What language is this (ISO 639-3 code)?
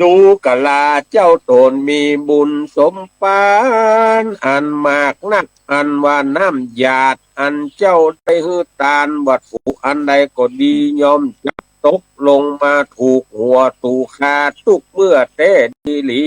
nod